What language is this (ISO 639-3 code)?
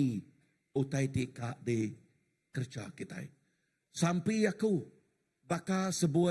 iba